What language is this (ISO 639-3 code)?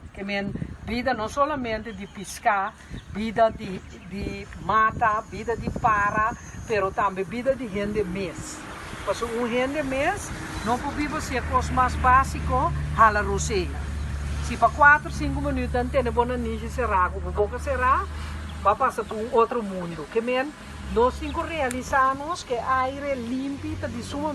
pap